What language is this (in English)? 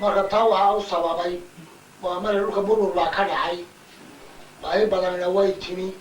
Somali